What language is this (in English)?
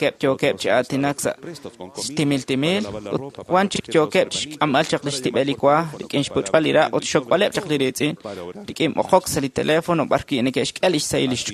Kekchí